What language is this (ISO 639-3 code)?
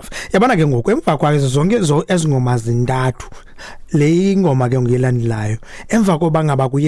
xho